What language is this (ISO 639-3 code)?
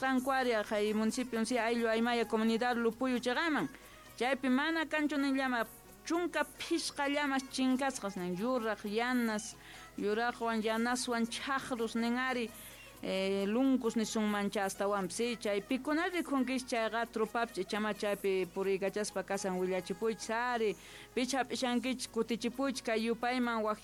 quh